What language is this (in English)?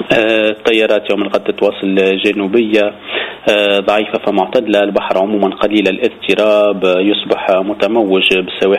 Tunisian Arabic